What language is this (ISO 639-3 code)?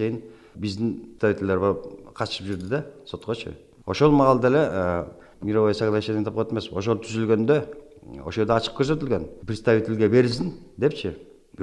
kir